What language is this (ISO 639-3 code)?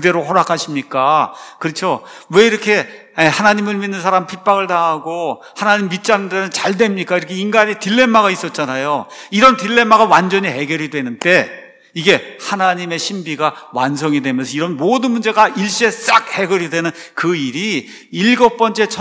kor